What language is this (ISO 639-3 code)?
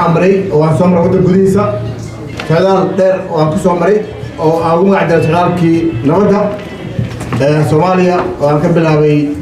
som